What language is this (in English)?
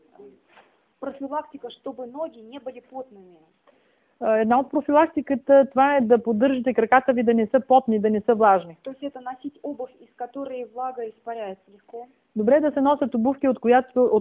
Bulgarian